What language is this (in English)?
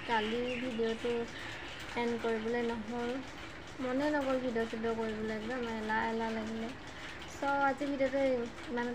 Assamese